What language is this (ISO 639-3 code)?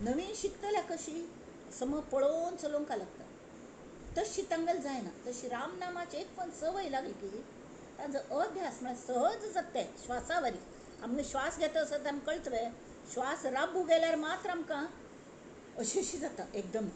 kok